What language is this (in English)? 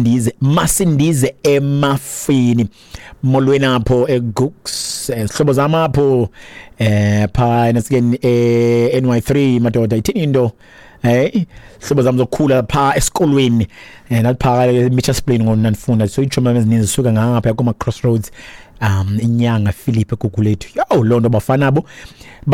Xhosa